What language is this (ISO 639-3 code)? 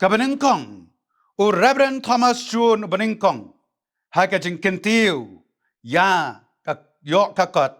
kha